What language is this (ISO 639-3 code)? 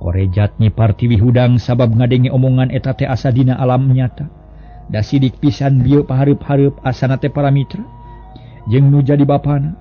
sun